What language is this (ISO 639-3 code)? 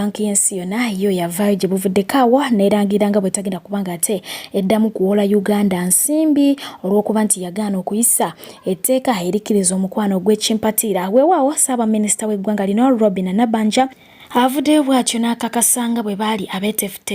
lug